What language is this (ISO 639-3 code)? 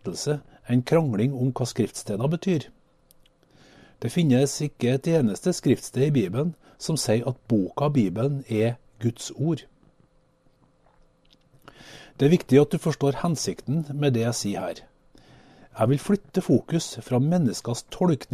nor